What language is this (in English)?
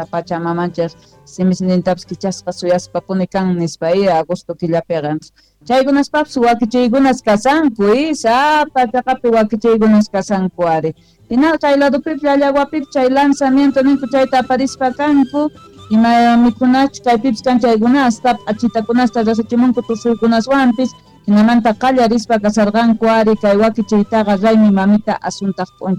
South Bolivian Quechua